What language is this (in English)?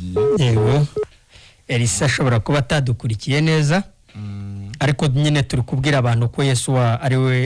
Kinyarwanda